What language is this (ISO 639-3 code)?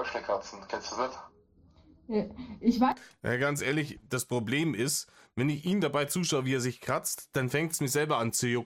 deu